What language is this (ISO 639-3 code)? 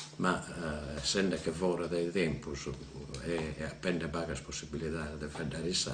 srd